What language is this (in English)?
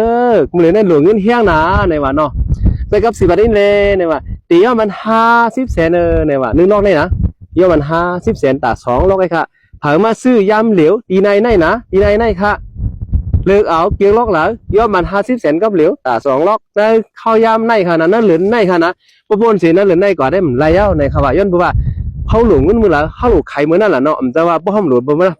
Shan